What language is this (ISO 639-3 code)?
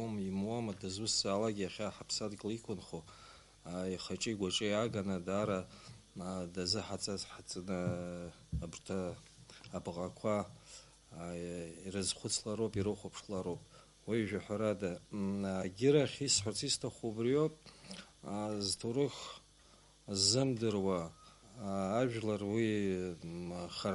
abk